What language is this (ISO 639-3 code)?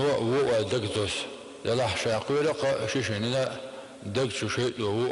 che